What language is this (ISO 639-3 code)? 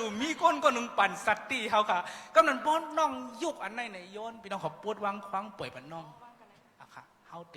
shn